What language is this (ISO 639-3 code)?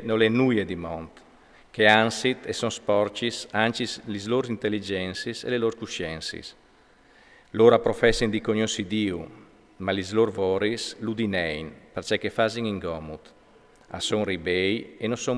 fur